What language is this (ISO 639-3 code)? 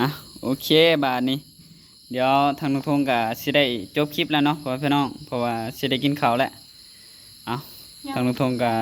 tts